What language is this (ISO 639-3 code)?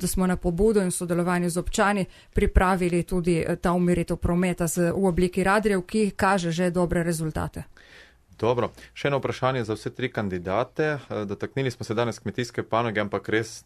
slv